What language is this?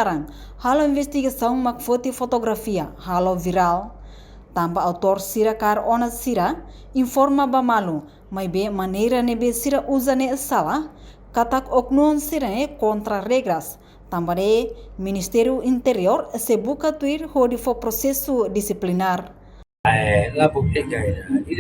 Tetum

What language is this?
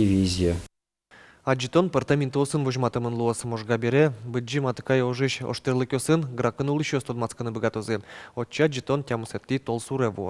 Udmurt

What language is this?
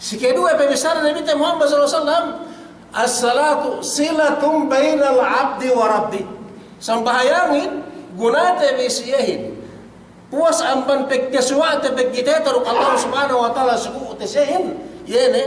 Yakan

